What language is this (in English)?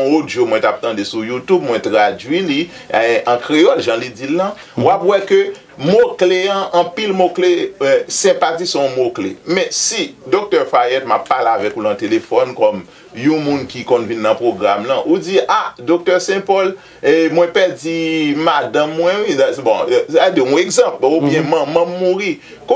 Haitian Creole